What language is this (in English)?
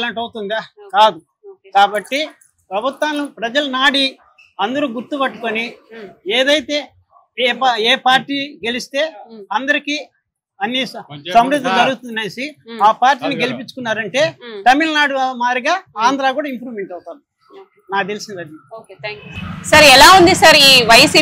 Telugu